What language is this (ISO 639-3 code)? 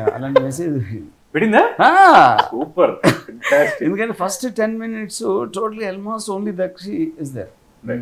tel